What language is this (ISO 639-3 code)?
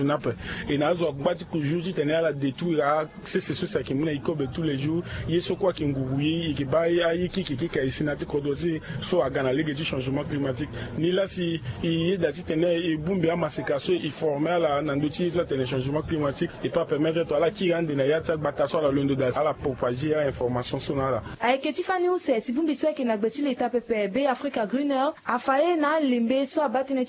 sag